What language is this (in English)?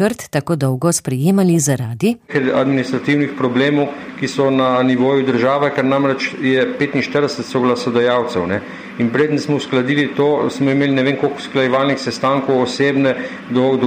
Slovenian